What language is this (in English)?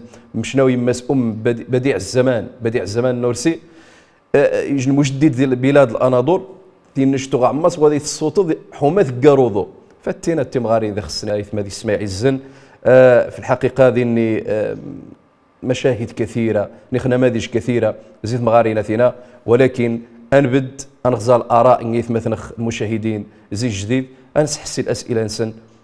Riffian